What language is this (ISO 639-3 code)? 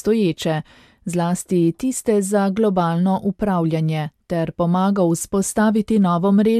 slv